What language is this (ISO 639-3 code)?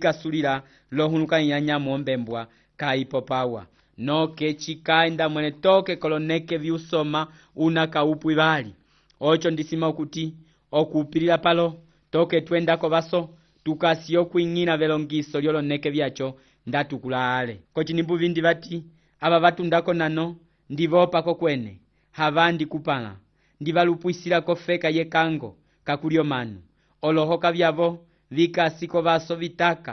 umb